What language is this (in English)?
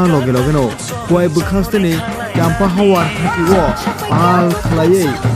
Kok Borok